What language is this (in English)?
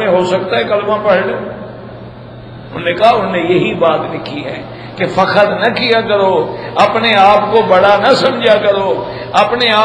Urdu